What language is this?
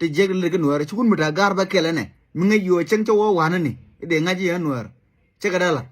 Nuer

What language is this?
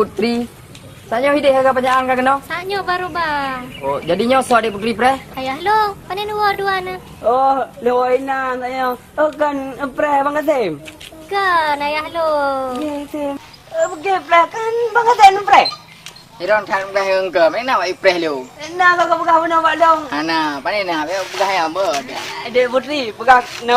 Achinese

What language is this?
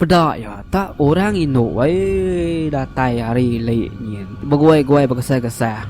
Iban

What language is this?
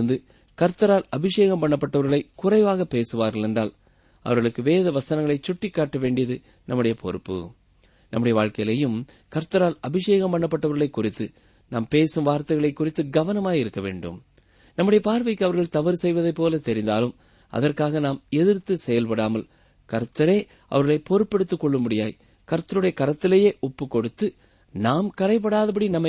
Tamil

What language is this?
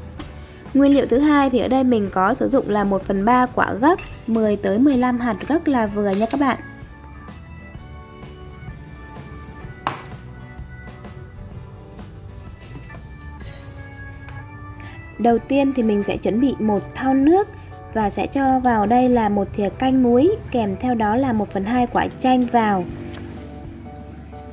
Vietnamese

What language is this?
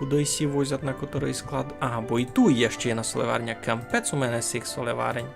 Rusyn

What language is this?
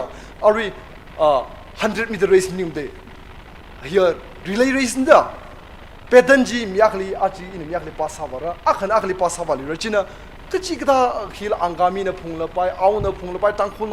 Tangkhul Naga (India)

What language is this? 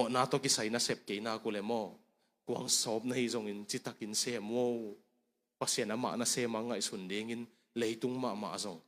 Tedim Chin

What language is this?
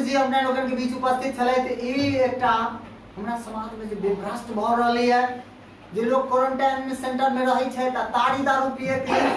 Maithili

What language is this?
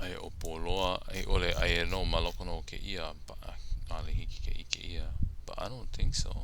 Hawaiian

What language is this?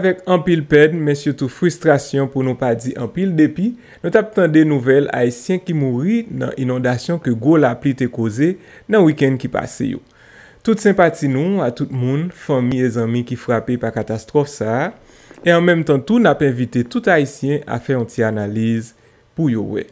Haitian Creole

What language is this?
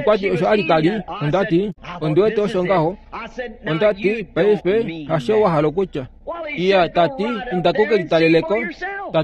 Kuanyama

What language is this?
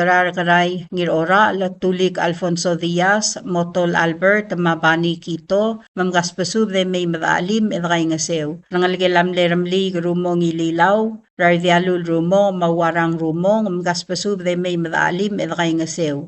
Palauan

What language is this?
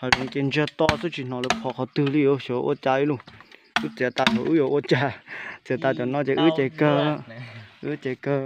Hmong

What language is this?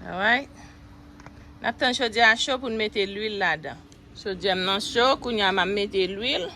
Haitian Creole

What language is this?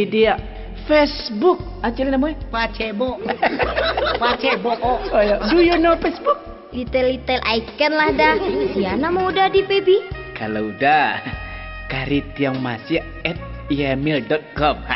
Minangkabau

